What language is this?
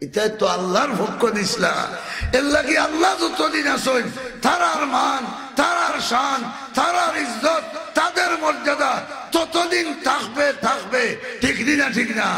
Sylheti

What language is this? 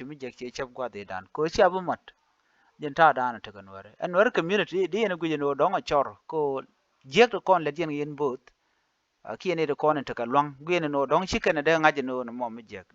Nuer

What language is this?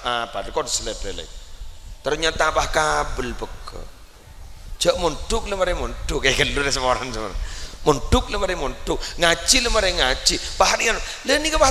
Madurese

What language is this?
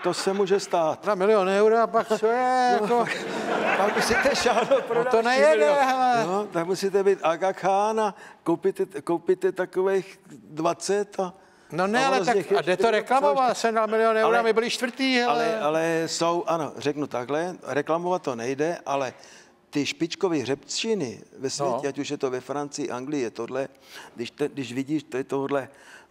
Czech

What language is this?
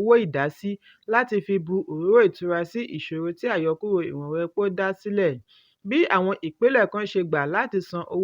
Yoruba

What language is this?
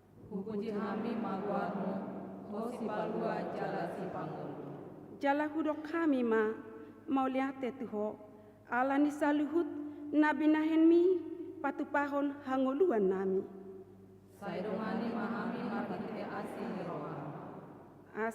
Batak Toba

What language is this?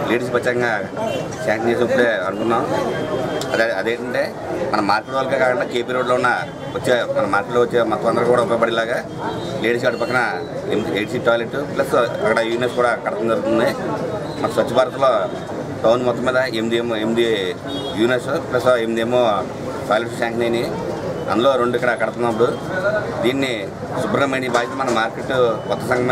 Telugu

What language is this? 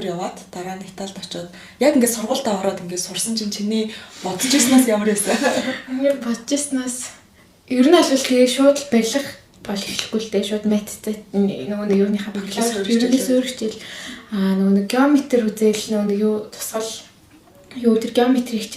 Mongolian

